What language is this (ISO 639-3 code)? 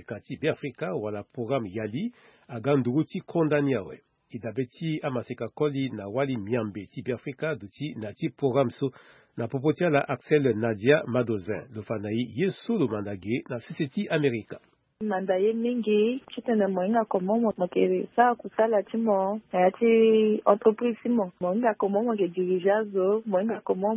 sag